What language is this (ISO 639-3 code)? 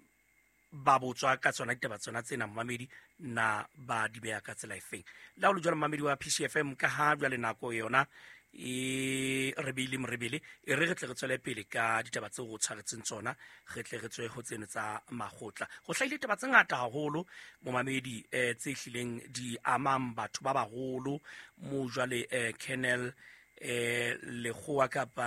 sot